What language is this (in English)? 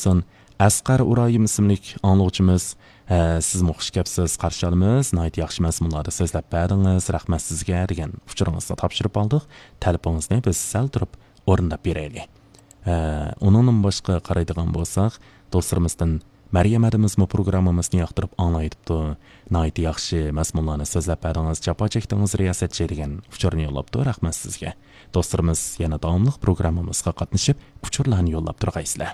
Uyghur